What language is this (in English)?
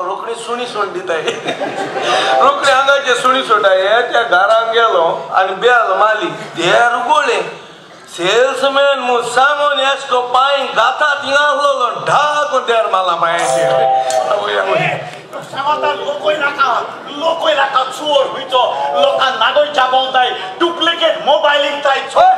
Konkani